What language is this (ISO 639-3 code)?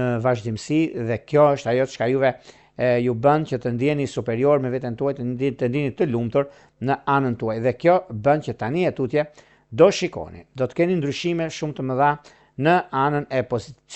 sqi